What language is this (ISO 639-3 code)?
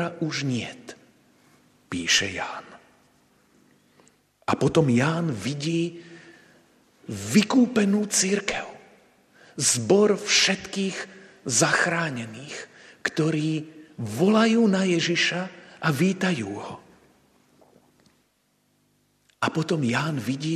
slk